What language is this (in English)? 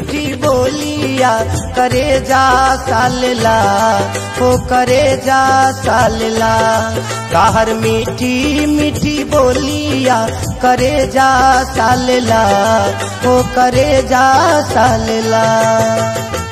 Bhojpuri